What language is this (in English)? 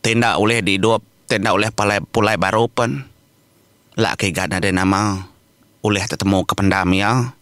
Iban